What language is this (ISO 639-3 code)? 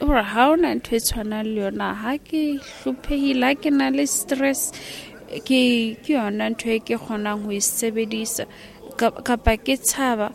sot